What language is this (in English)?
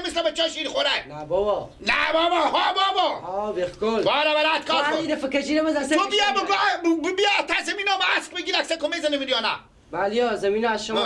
Persian